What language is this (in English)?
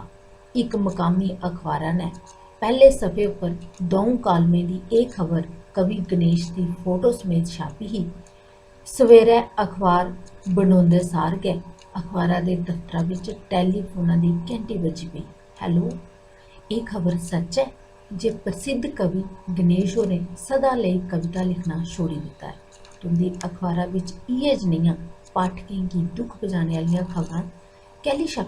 Dogri